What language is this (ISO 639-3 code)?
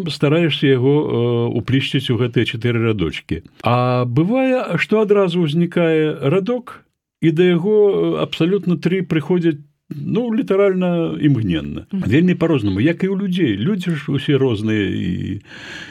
bel